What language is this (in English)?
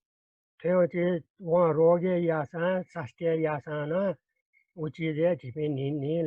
Newari